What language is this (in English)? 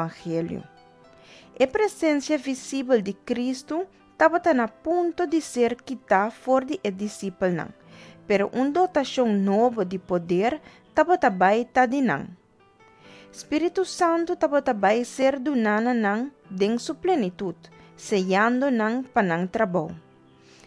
Papiamento